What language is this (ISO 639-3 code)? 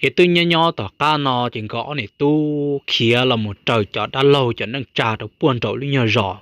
hmn